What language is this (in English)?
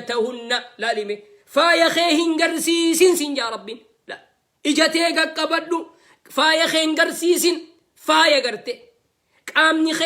Oromo